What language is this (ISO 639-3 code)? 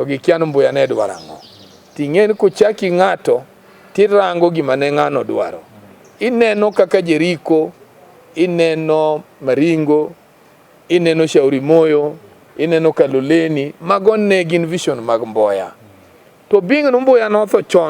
luo